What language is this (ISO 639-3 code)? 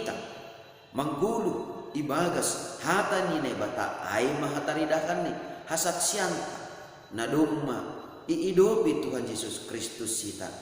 bts